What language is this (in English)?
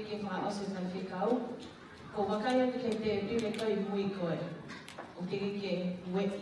Tongan